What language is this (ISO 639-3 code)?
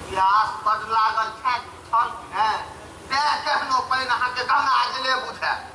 mai